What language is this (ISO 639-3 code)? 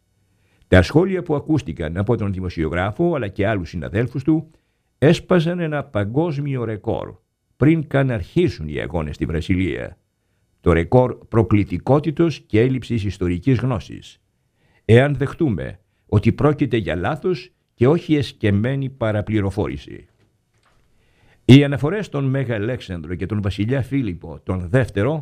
ell